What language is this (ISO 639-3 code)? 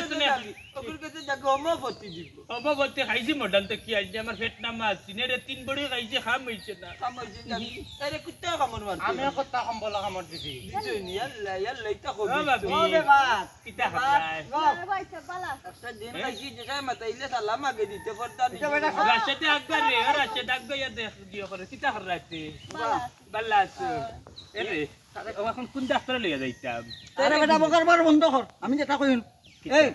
syl